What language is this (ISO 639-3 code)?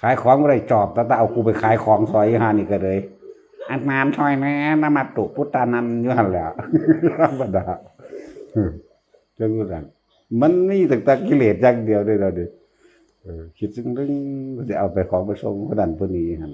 tts